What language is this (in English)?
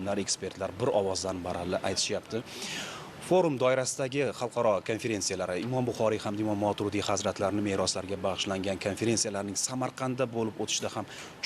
Uzbek